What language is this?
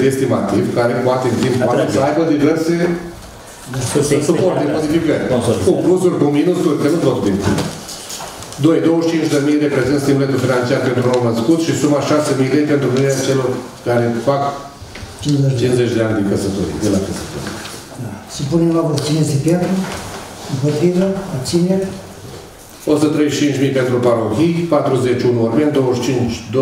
Romanian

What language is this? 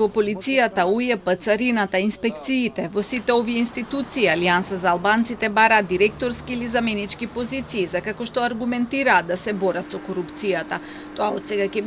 Macedonian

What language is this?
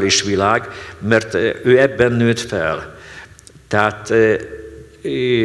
Hungarian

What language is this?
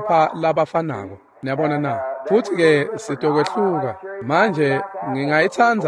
Swati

